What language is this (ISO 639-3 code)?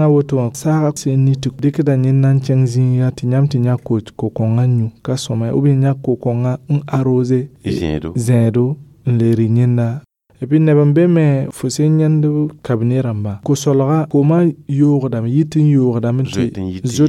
mos